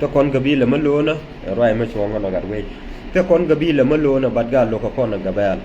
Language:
Nuer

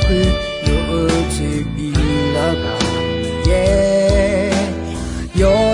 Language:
Akha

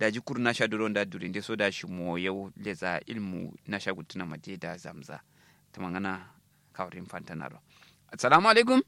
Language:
Kanuri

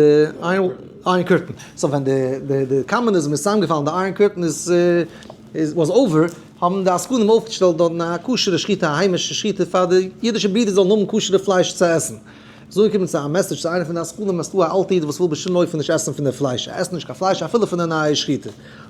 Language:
Yiddish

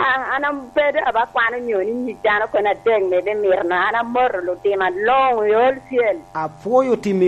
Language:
Lango (Uganda)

